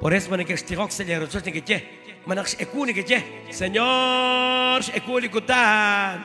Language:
Kekchí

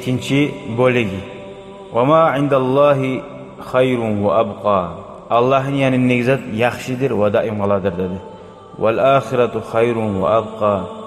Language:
Kumyk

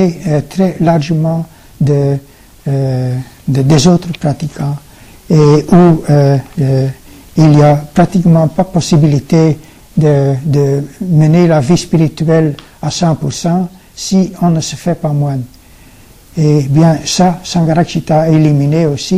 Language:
French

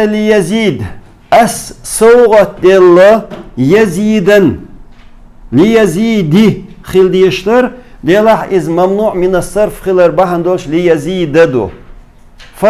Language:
Chechen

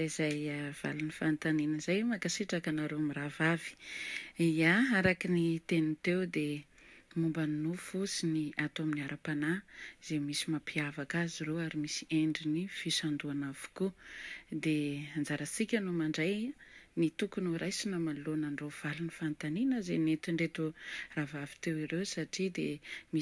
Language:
Malagasy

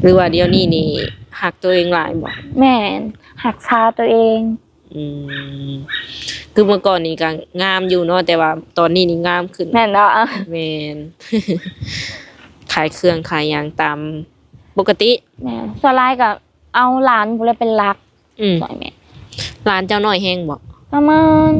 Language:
Lao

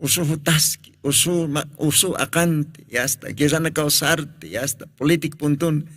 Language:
Aymara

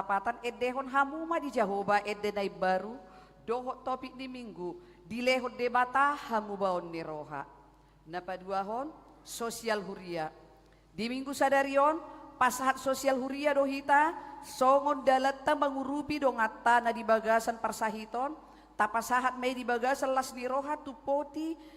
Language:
Batak Toba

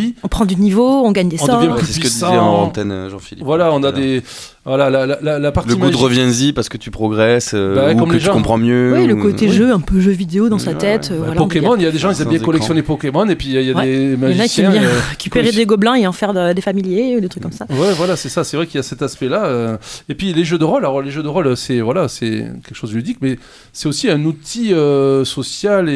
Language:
French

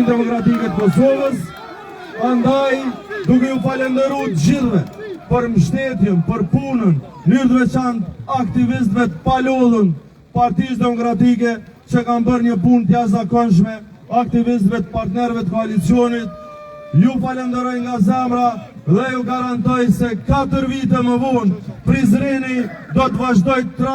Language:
Albanian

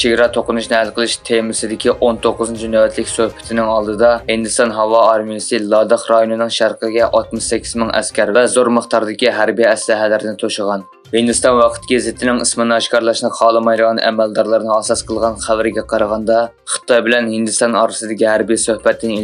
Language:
Uyghur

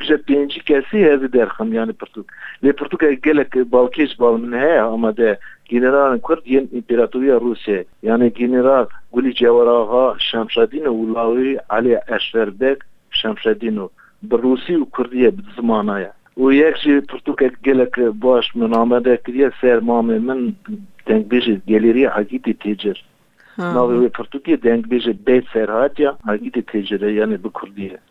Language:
Kurdish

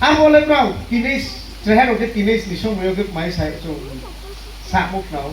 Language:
Riang (India)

